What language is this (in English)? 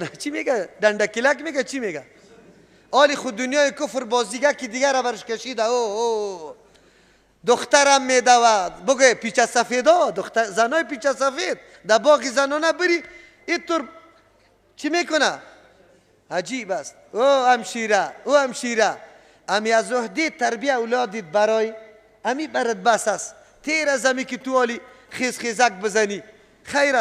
Persian